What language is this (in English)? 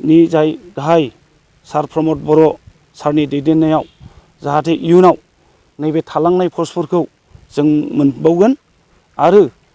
Bodo